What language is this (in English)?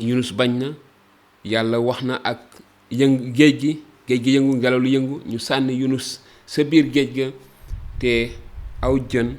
Wolof